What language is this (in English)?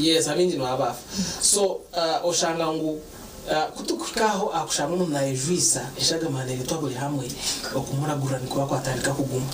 Nyankole